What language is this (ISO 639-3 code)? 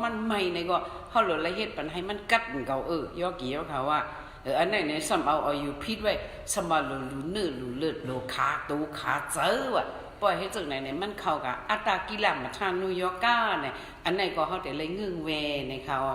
shn